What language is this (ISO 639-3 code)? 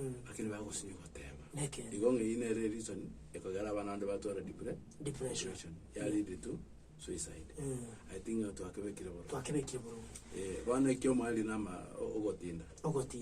guz